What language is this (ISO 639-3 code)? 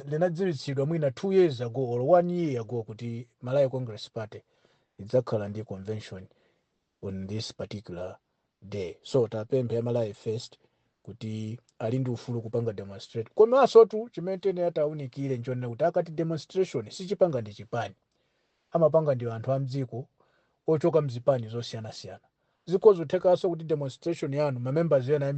nya